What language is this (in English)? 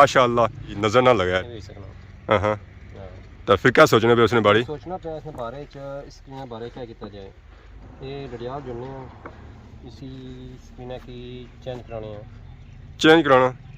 Pahari-Potwari